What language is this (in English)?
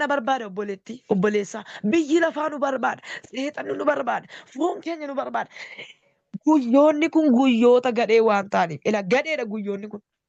Oromo